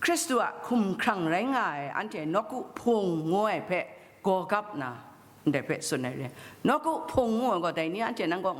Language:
Kachin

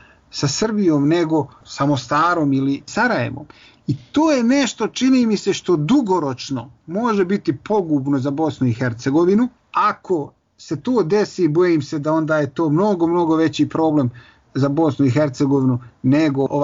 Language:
Bosnian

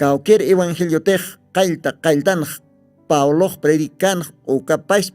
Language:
Aymara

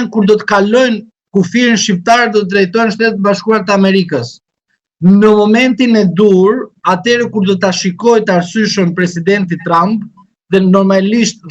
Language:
Albanian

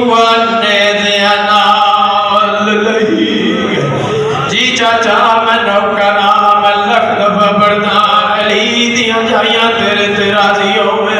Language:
Saraiki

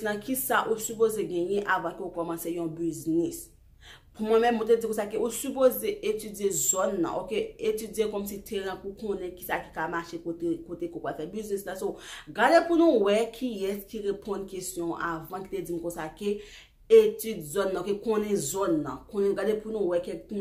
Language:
Haitian Creole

